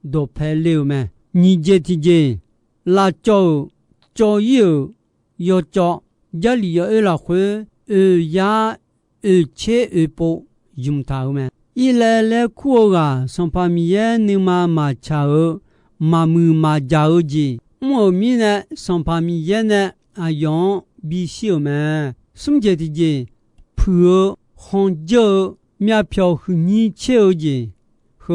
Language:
Akha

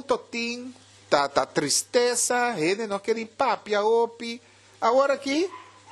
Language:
Papiamento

